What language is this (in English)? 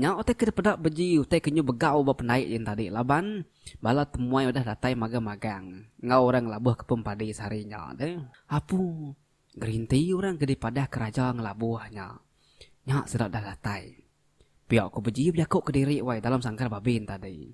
Iban